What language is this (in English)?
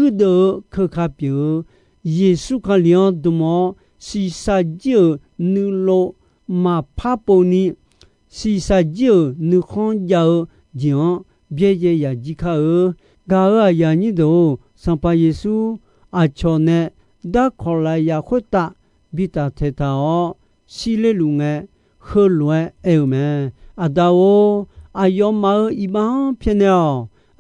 Akha